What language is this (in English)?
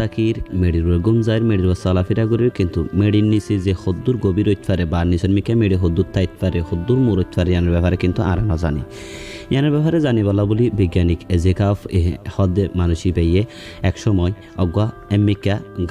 Rohingya